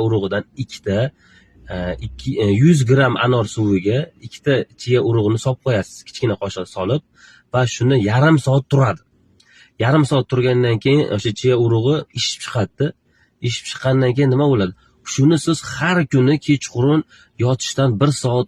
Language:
Uzbek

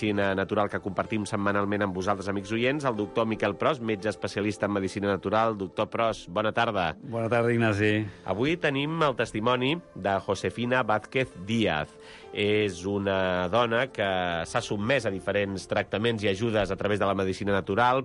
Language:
Catalan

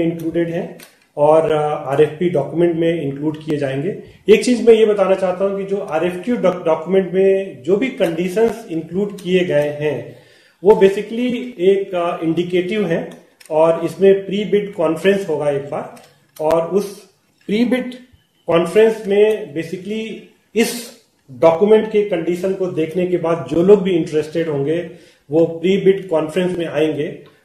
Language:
Hindi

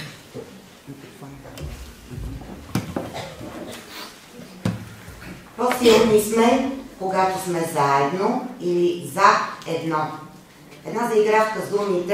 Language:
Bulgarian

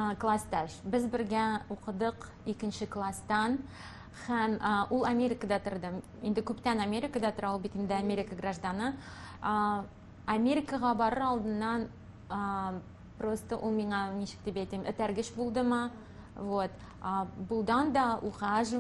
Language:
Tatar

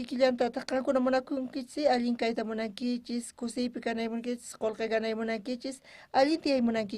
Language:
South Bolivian Quechua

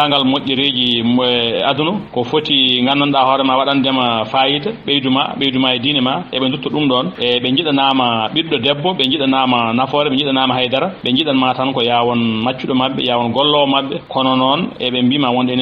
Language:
Fula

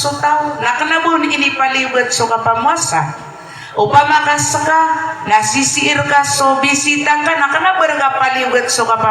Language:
Maranao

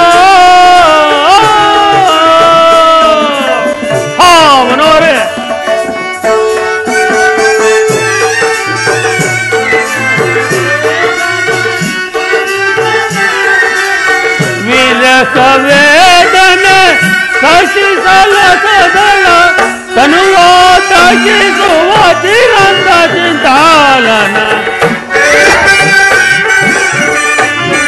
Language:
Kannada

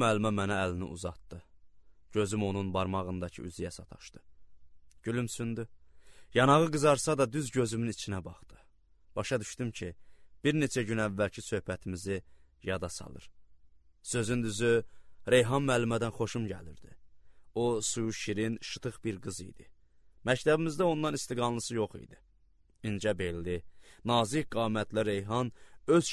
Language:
Azerbaijani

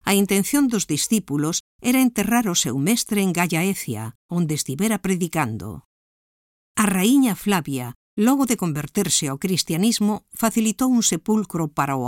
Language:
Galician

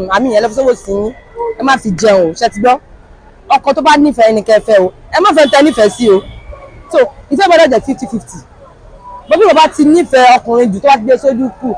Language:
Yoruba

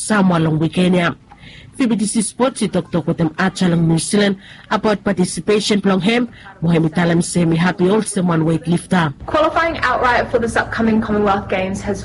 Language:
Bislama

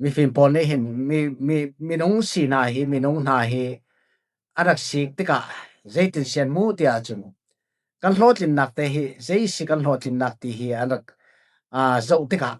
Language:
Falam Chin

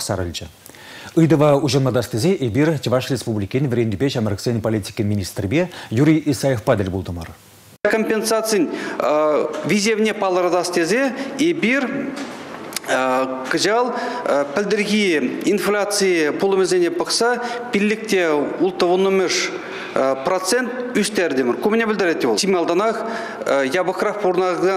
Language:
Chuvash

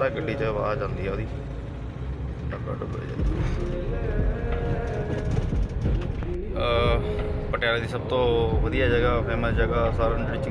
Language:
Punjabi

